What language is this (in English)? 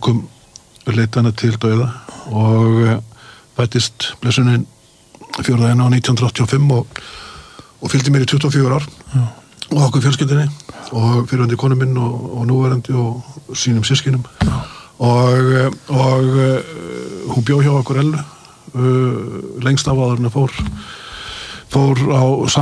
Icelandic